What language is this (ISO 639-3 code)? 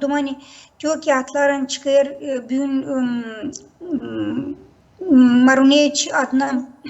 gag